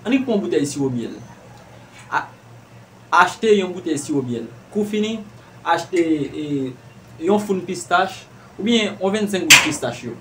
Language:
Haitian Creole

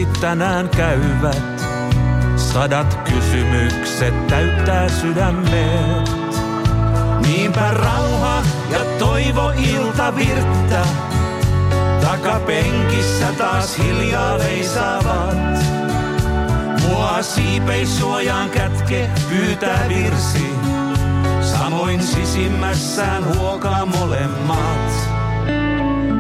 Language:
Finnish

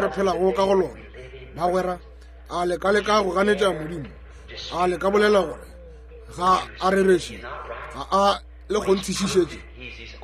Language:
Northern Sotho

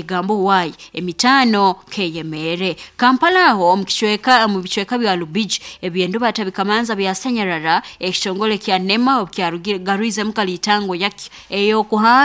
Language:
Nyankole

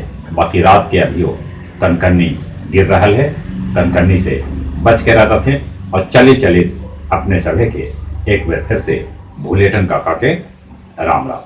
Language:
Magahi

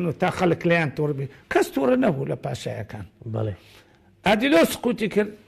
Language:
Central Kurdish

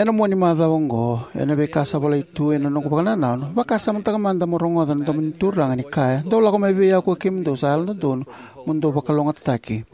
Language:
Fijian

